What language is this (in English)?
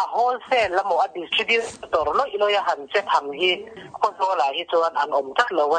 Mizo